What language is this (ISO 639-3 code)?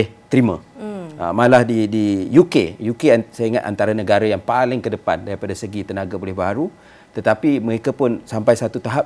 msa